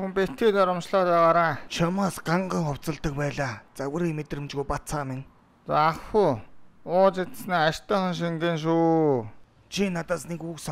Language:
Mongolian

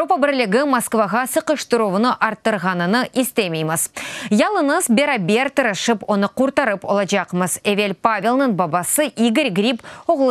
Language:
Crimean Tatar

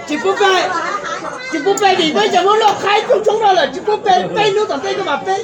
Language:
Hmong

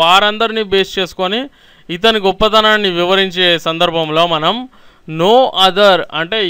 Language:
Telugu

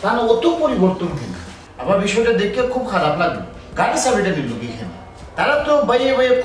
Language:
Sylheti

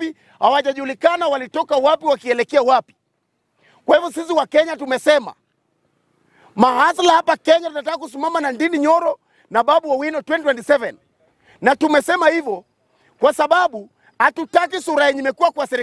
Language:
Swahili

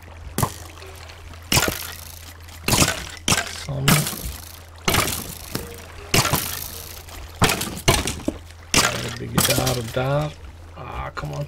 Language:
Norwegian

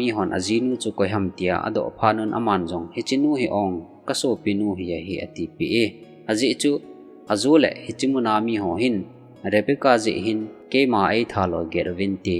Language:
Thado Chin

